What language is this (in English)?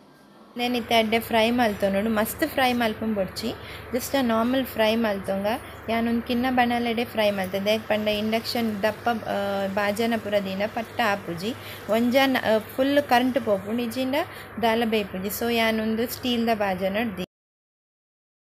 Tulu